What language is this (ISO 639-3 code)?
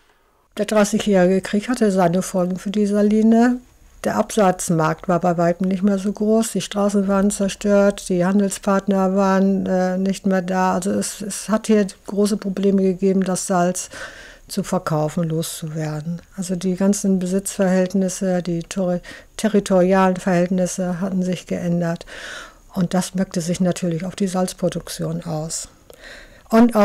deu